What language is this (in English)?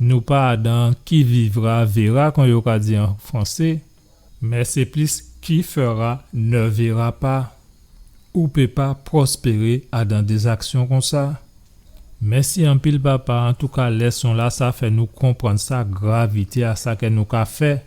Guadeloupean Creole French